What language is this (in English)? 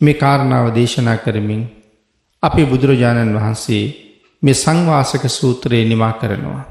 Sinhala